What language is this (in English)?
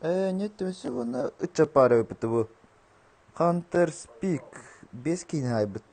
Yakut